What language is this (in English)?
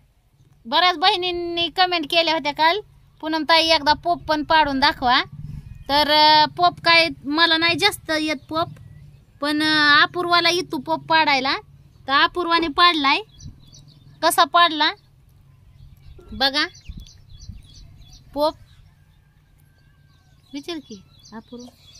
Marathi